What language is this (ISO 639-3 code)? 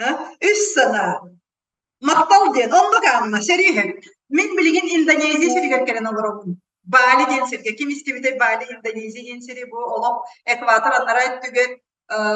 sah